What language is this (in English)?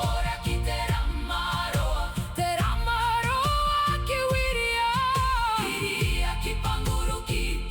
Māori